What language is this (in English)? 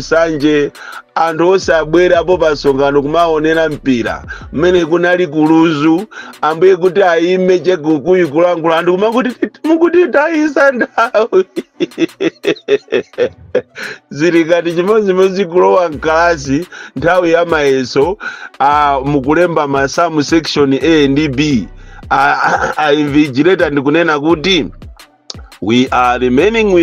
Nyanja